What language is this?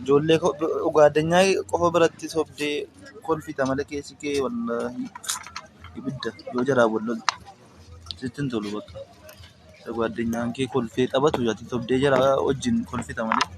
Oromo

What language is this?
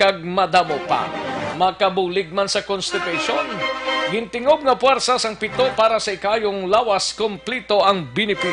Hiligaynon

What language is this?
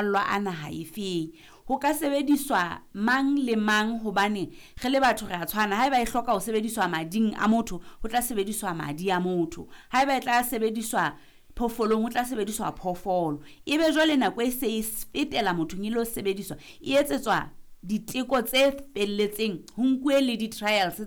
Southern Sotho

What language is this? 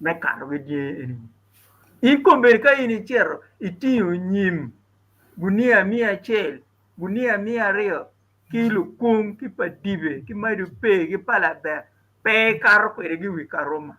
Acoli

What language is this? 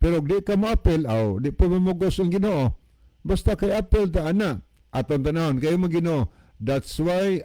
Cebuano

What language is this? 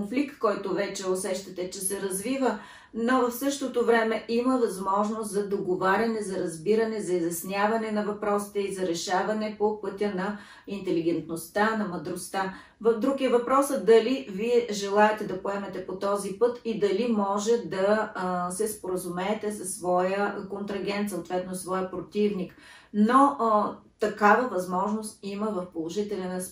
Bulgarian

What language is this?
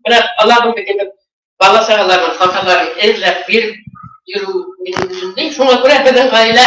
Bashkir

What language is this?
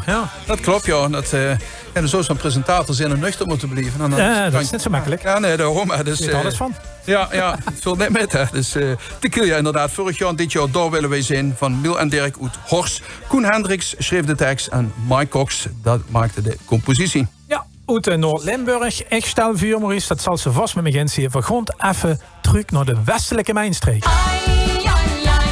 Limburgish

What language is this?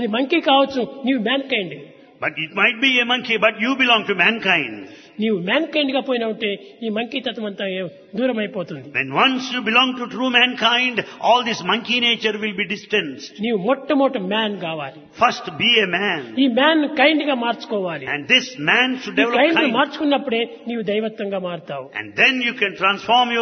Telugu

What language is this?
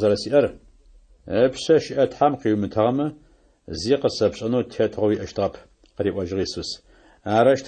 Adyghe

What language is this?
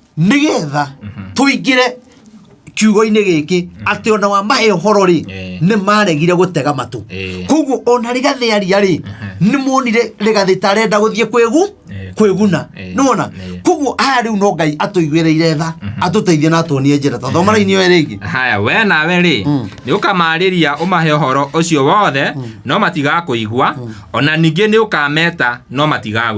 Kikuyu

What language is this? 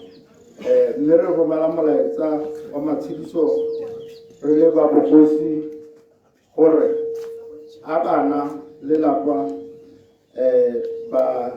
Tswana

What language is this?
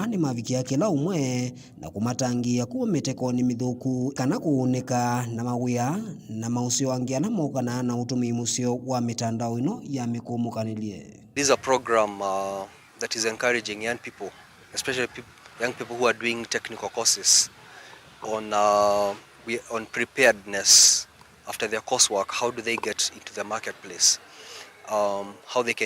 Kamba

